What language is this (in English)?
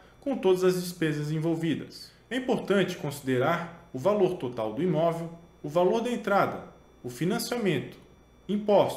Portuguese